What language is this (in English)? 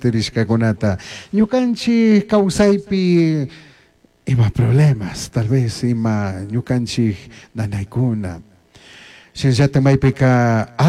Chimborazo Highland Quichua